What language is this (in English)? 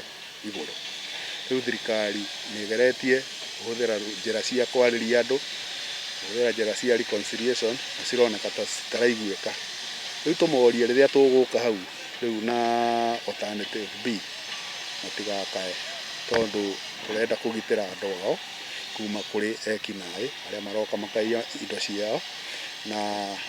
Kikuyu